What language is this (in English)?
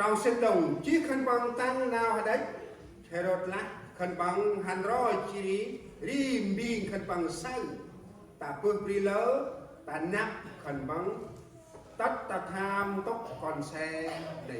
Central Mnong